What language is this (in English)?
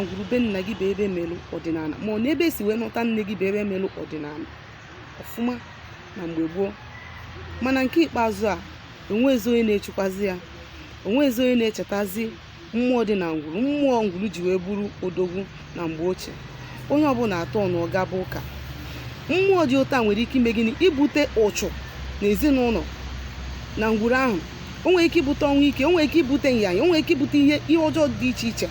Igbo